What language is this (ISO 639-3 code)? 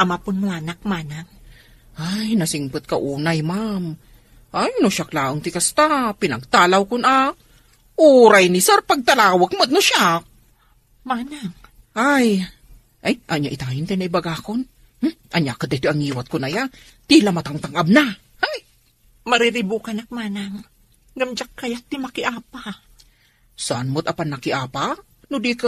ilo